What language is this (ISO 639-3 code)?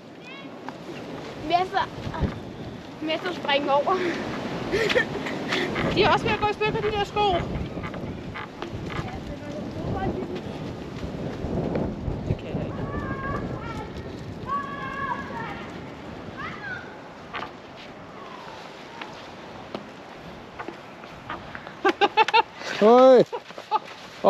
dan